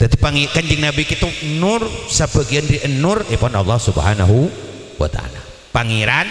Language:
Madurese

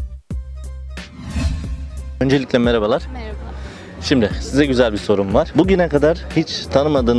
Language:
Turkish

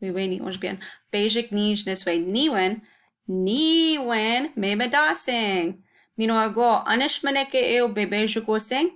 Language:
Chippewa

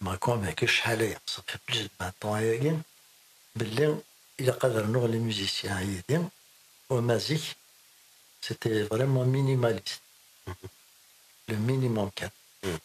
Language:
Kabyle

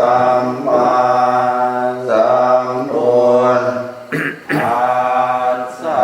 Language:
Pali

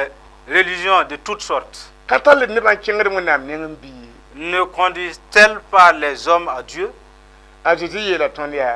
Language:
Mossi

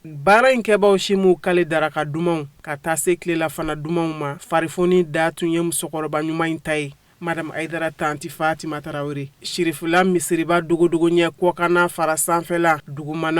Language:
Bambara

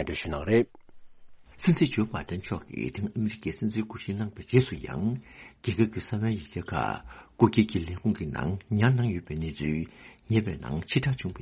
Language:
Tibetan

